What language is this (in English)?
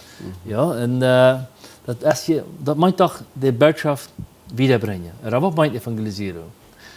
Plautdietsch